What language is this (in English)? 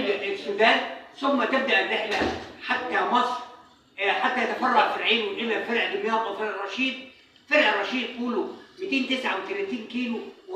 Egyptian Arabic